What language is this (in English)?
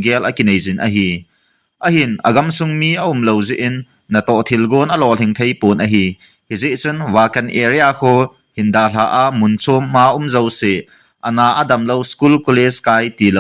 Thado Chin